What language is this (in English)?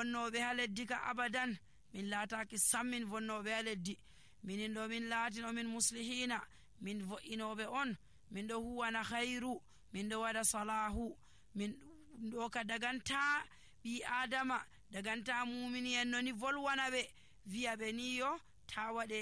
Nigerian Fulfulde